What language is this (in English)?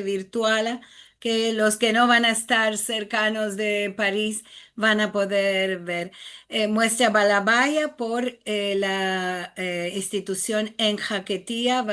Ladino